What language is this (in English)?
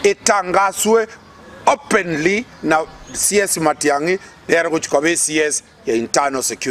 Gusii